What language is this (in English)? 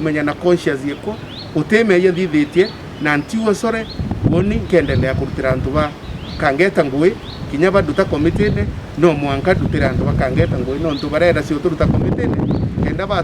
Meru